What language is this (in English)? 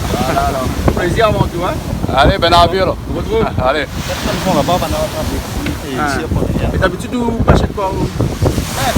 Réunion Creole French